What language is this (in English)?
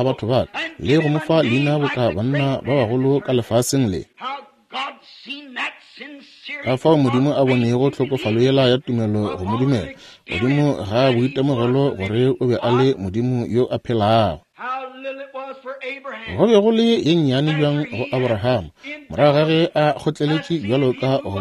Northern Sotho